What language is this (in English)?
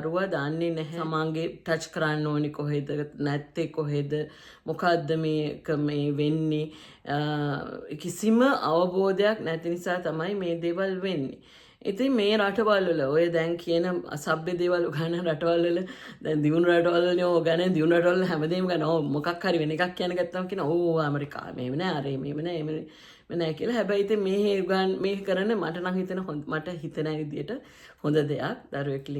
Sinhala